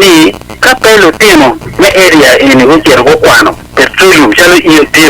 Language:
Acoli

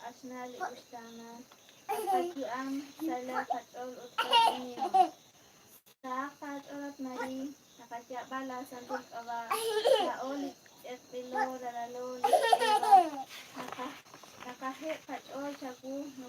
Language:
Kekchí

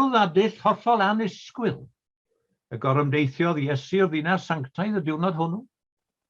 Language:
Welsh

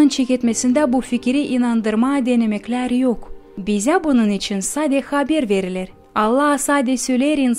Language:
Gagauz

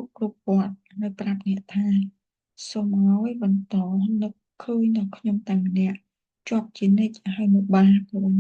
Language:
Khmer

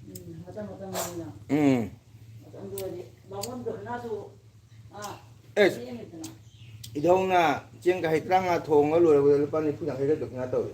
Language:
Manipuri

